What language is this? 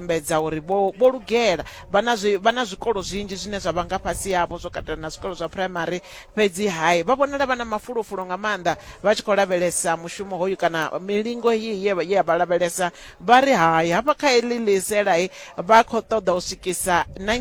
Venda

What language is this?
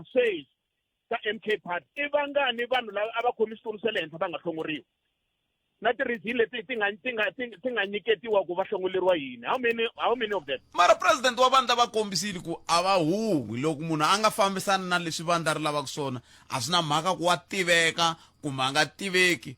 Tsonga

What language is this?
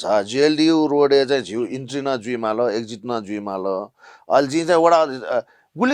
Newari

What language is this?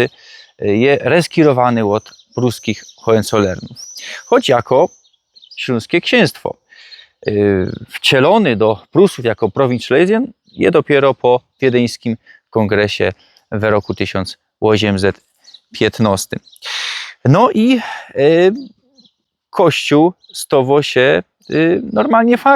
Silesian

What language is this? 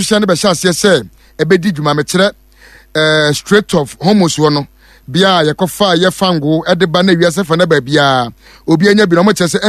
Akan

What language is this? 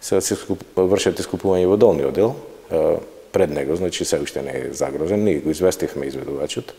Macedonian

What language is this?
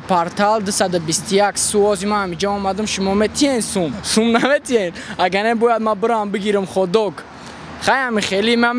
Tajik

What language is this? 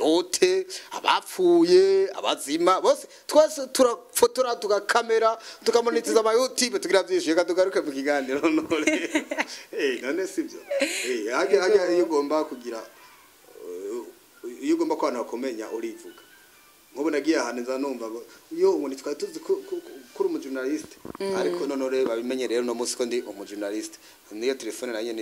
Rundi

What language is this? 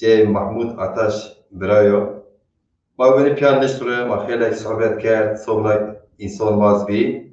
Zaza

